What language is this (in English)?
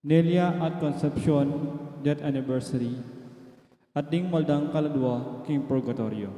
Pampanga